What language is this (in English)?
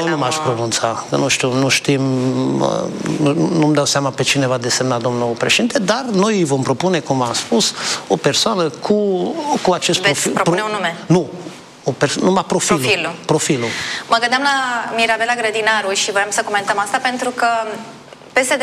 Romanian